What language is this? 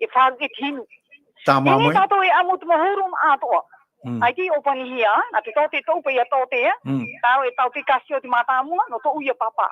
Tahitian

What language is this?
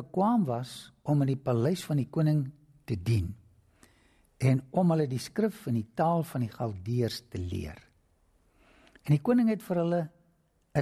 Afrikaans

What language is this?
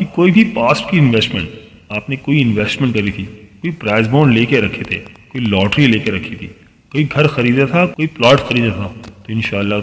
Urdu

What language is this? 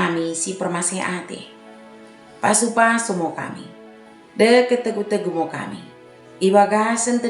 Batak Dairi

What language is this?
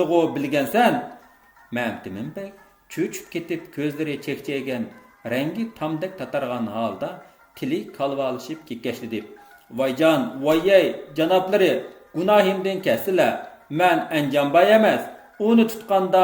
Uyghur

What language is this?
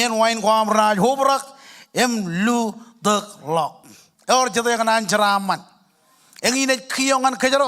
Marshallese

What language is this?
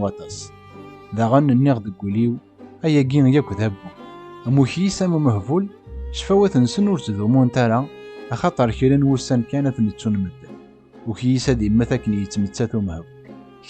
Kabyle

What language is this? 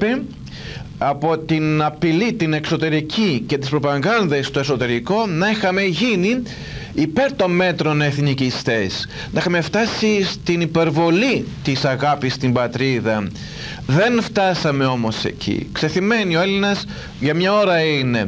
Greek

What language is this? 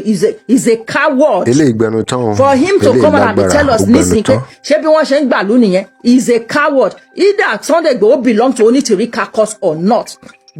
Yoruba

